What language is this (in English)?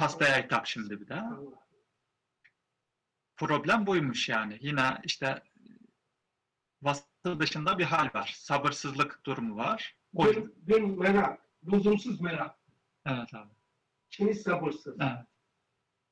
Turkish